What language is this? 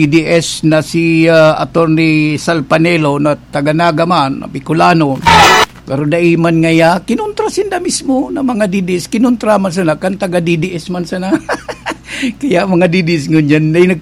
Bikol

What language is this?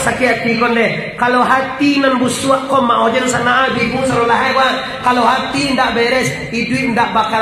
Minangkabau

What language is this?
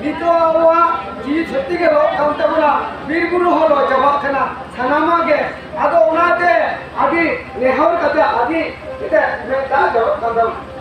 Santali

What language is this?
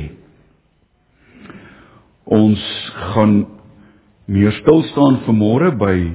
Afrikaans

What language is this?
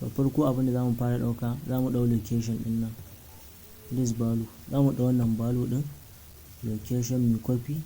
Hausa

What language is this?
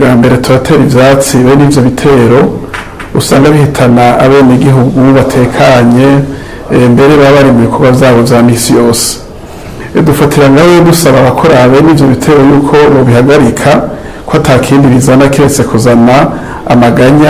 Rundi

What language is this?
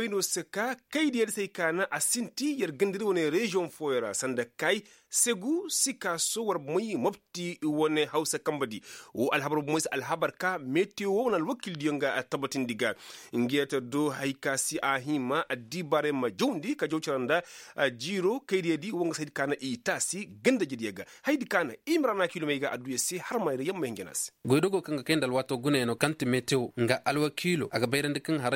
Koyraboro Senni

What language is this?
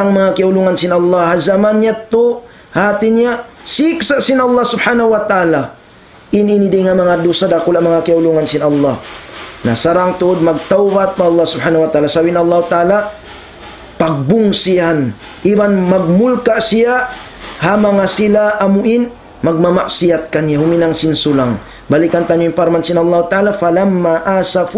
Tausug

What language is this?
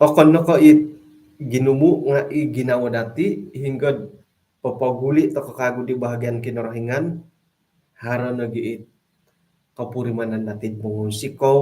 Central Dusun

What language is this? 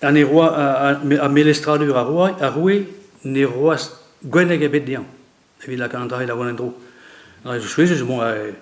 Breton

